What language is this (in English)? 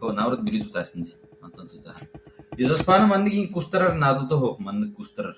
Yakut